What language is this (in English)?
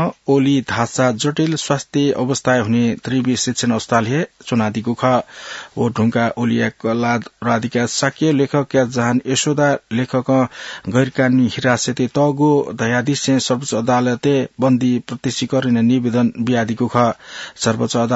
Newari